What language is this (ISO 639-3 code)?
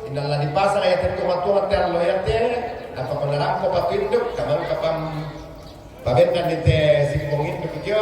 sda